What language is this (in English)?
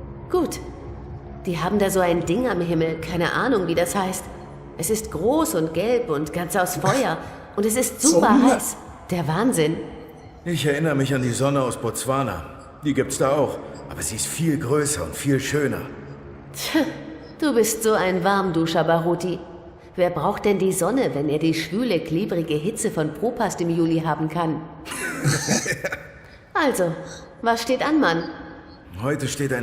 Swiss German